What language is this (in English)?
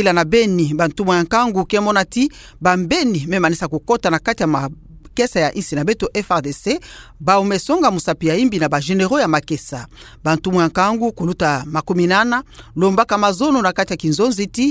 Kituba (Democratic Republic of Congo)